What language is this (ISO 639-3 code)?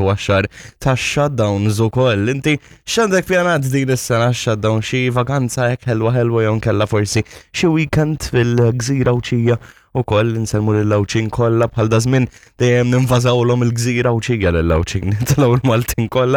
mlt